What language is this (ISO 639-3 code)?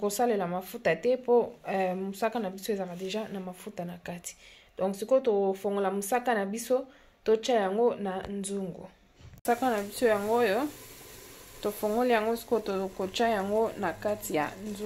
lin